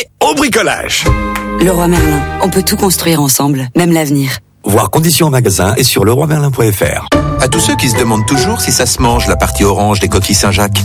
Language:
French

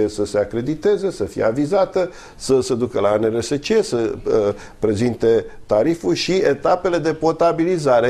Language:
Romanian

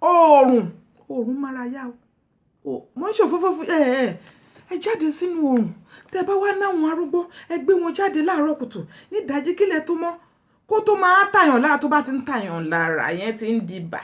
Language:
Yoruba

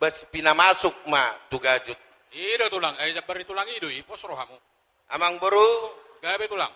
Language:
Batak Toba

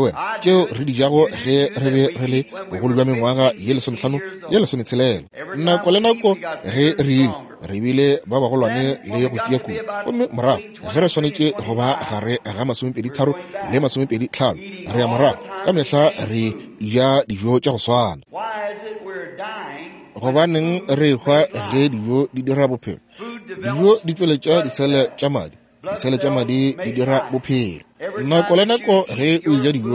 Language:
Northern Sotho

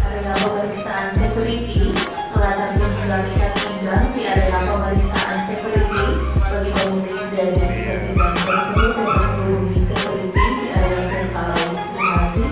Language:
Manado Malay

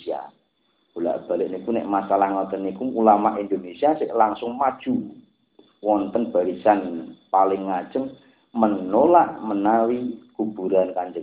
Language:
Javanese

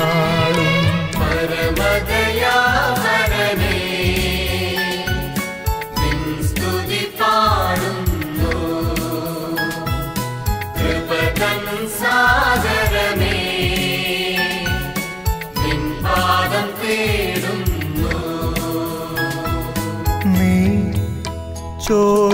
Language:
Malayalam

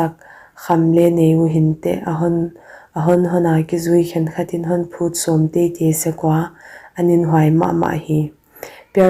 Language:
Paite Chin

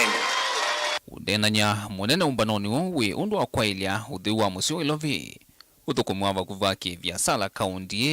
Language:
Kamba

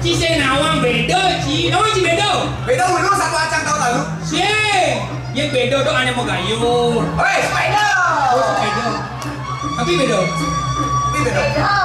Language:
Balinese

